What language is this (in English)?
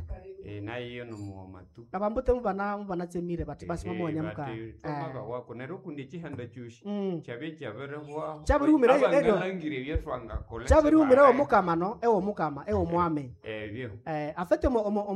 Nande